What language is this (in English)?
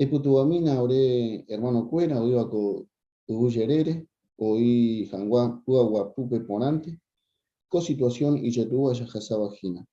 Guarani